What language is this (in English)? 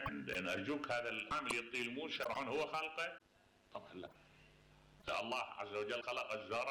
Mesopotamian Arabic